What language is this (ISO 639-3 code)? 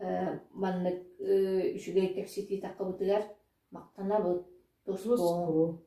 sah